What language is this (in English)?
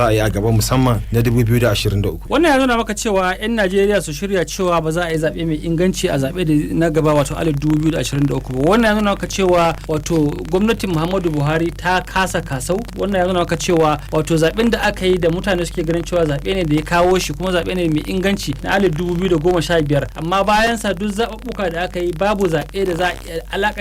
Hausa